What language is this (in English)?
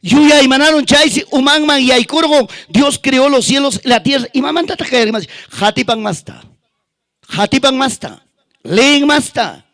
Ayacucho Quechua